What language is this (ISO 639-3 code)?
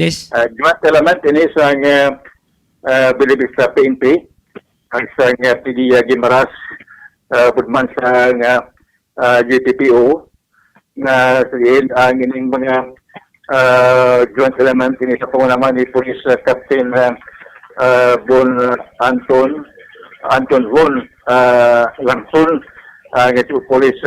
hil